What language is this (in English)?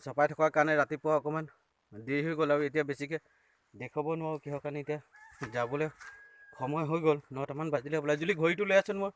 Assamese